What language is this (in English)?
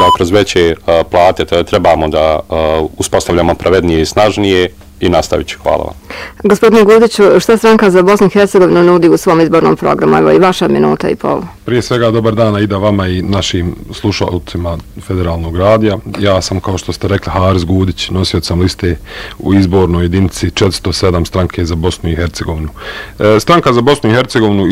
Bosnian